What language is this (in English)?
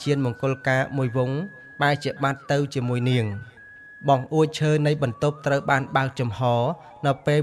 Khmer